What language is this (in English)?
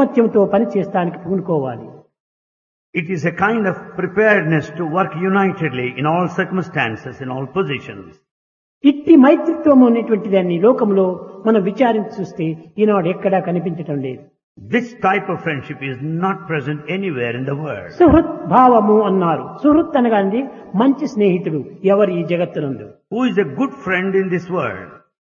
Telugu